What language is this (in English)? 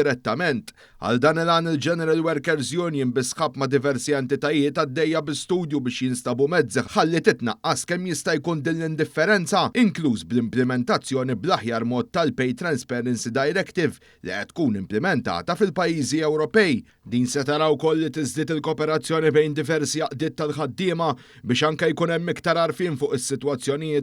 Maltese